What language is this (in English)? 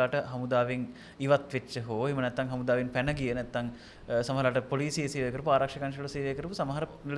Sinhala